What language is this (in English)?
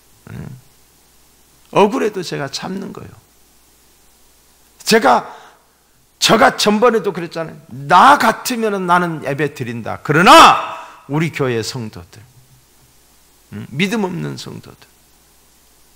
Korean